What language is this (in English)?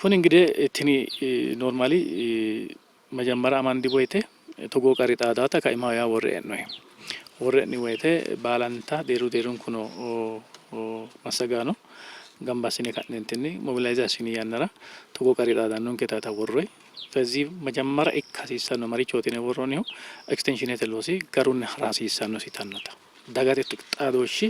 Sidamo